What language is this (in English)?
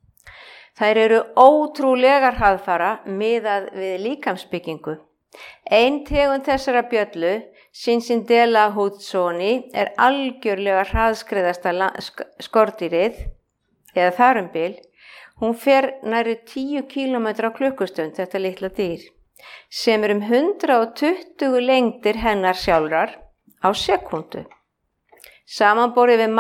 Icelandic